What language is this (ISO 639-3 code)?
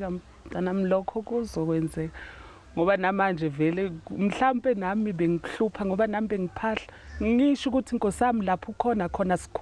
zul